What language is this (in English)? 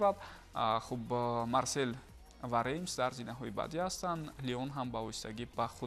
Tajik